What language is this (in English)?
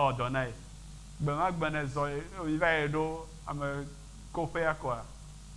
Ewe